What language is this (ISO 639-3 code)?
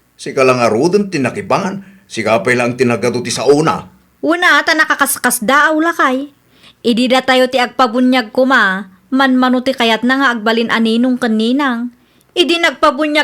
ilo